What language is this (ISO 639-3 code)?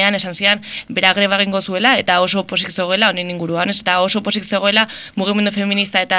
eus